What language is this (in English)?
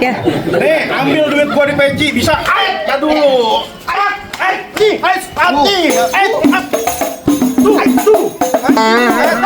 Betawi